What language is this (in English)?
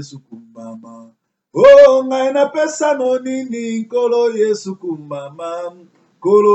Lingala